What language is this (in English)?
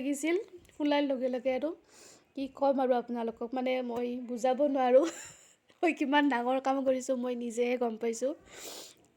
Assamese